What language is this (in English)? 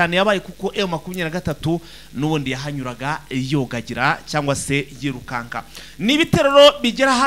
Kinyarwanda